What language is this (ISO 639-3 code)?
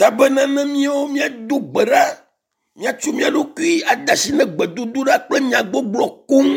ewe